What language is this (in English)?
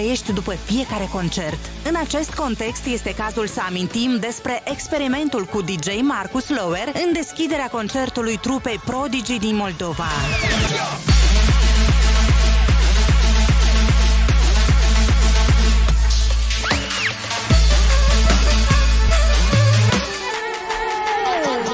Romanian